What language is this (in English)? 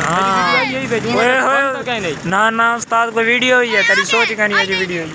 Saraiki